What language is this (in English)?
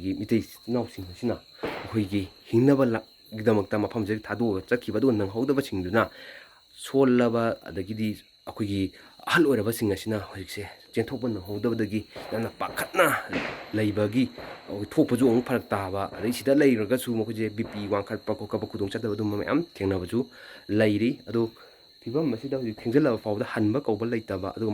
Manipuri